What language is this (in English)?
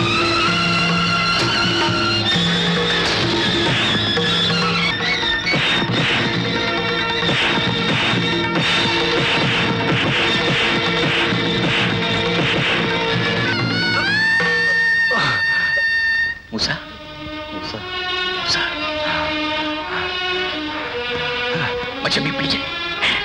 Malayalam